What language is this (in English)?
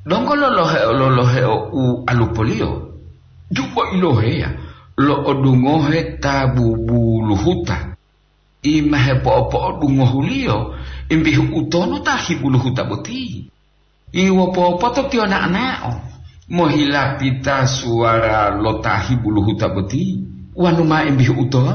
Gorontalo